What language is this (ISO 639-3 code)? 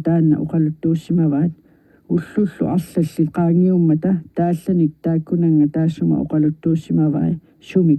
kal